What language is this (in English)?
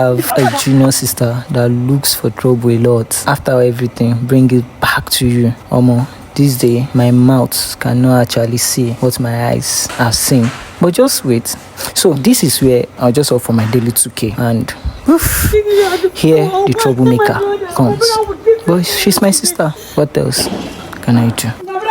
Nigerian Pidgin